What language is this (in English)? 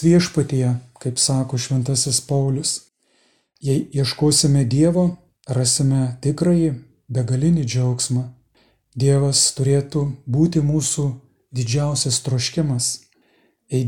Lithuanian